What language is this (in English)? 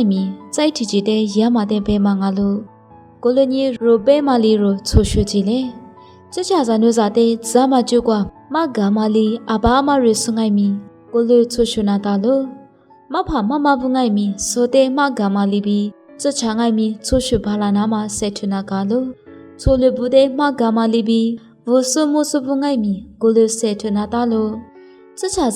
Lisu